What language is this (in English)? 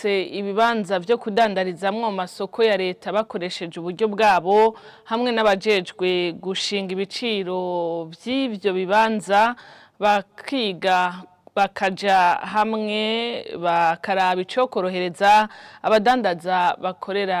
Rundi